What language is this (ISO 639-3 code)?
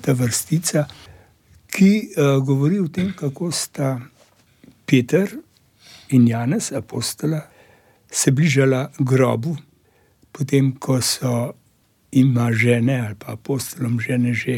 slv